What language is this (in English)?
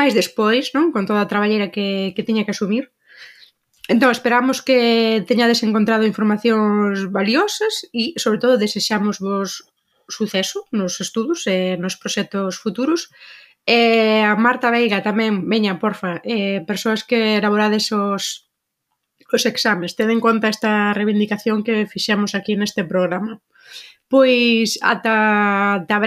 Galician